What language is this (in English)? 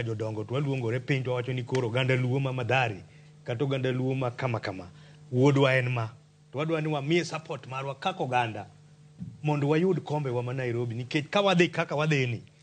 Luo (Kenya and Tanzania)